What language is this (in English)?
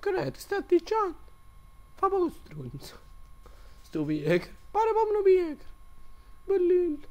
Neapolitan